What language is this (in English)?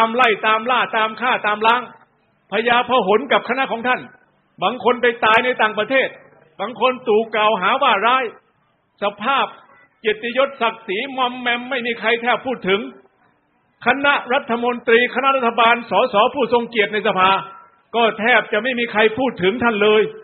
Thai